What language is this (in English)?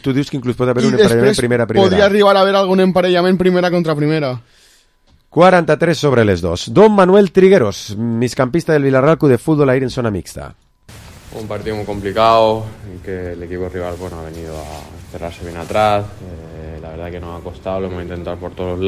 Catalan